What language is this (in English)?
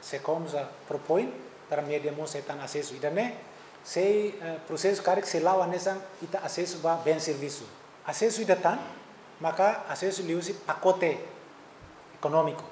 Tetum